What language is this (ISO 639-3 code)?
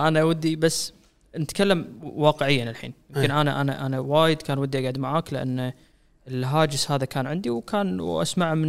afb